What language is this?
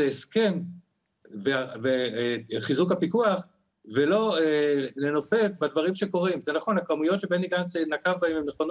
Hebrew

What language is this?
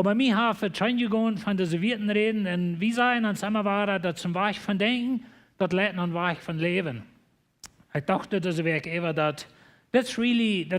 Plautdietsch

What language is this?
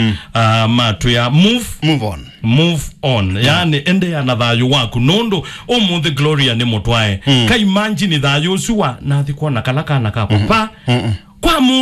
Kamba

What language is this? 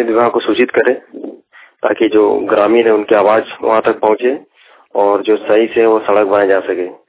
Hindi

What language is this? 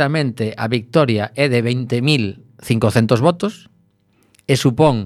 Galician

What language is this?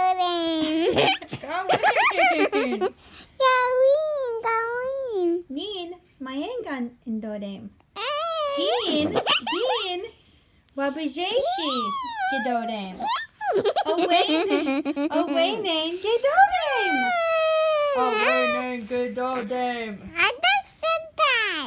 Ojibwa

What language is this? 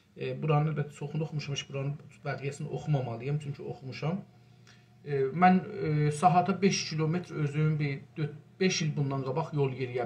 South Azerbaijani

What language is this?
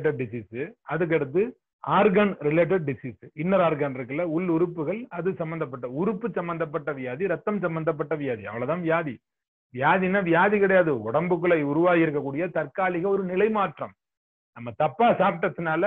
Tamil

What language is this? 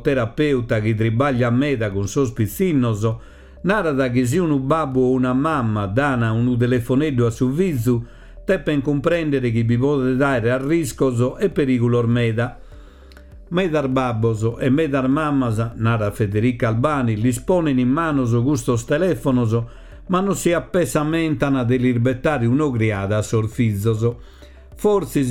Sardinian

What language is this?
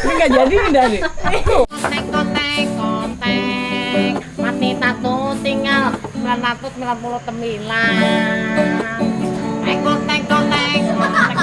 Banjar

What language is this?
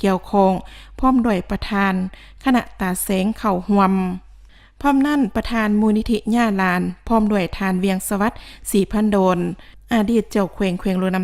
Lao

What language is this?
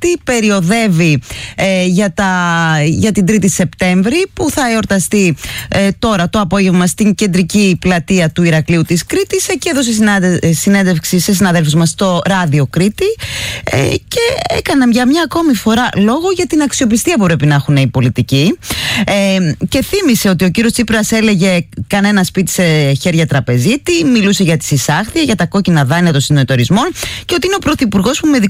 Greek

